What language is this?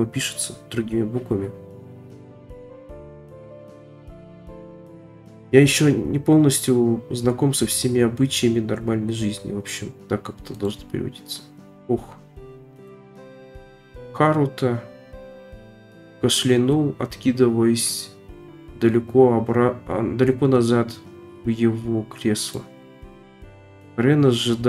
Russian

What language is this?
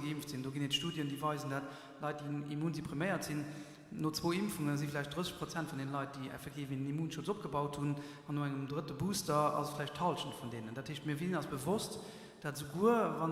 Luxembourgish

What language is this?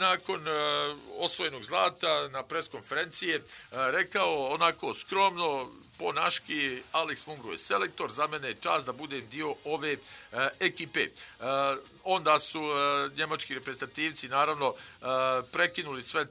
Bosnian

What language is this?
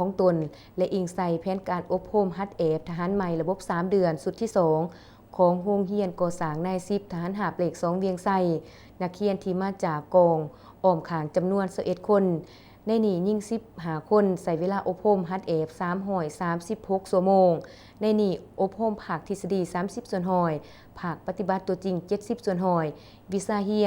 Lao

